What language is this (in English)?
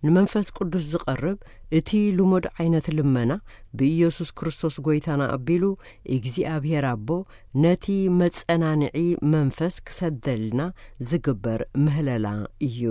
Tigrinya